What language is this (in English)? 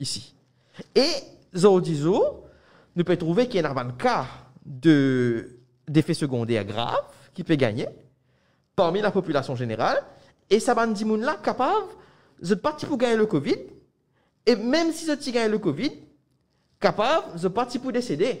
Morisyen